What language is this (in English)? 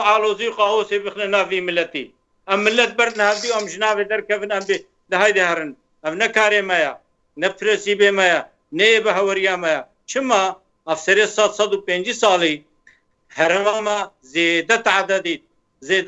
Kurdish